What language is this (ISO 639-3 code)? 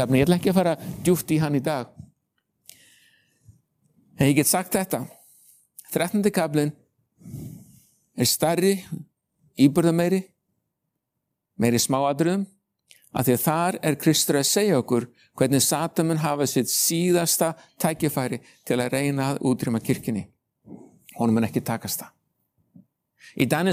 isl